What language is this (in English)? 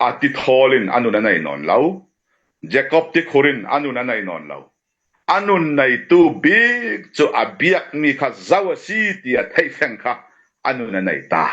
Falam Chin